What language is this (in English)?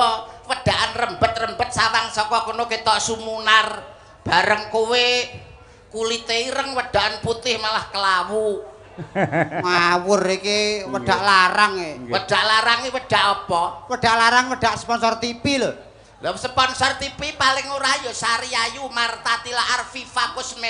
Javanese